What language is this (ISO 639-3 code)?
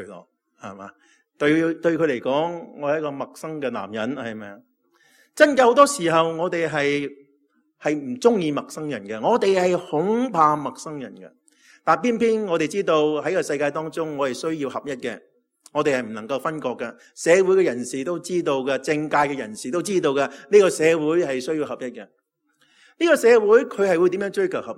yue